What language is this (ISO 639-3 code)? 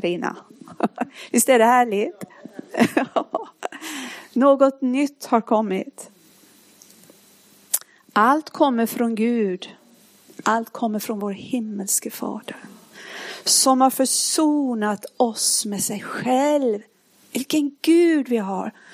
swe